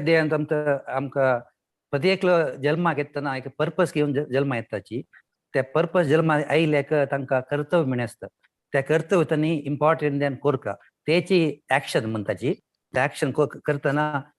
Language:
Konkani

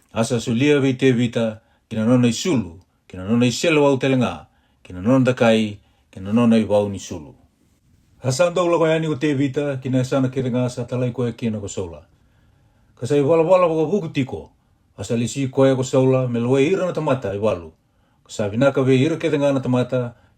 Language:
Fijian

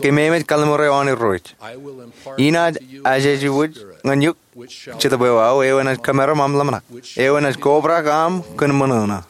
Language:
Marshallese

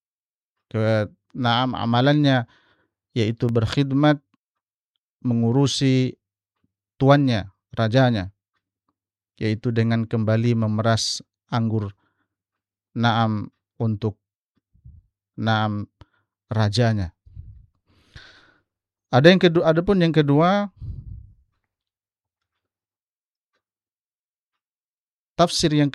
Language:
Indonesian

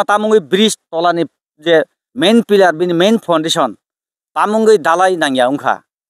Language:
Kok Borok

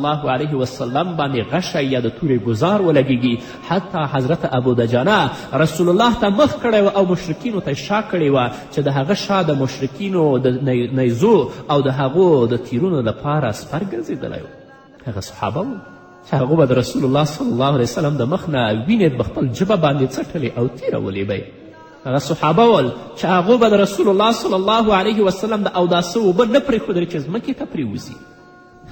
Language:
Pashto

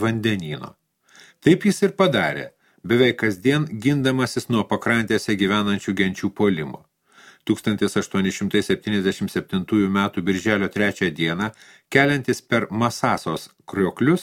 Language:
Lithuanian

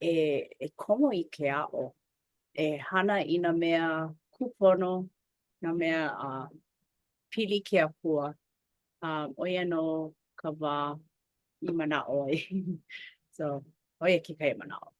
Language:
Hawaiian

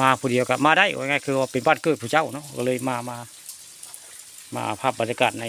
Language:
Northeastern Thai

